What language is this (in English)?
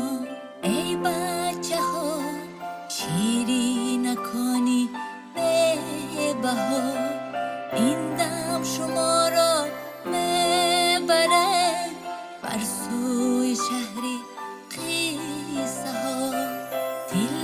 Tajik